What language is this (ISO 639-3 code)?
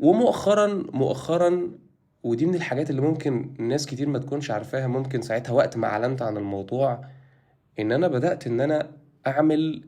arz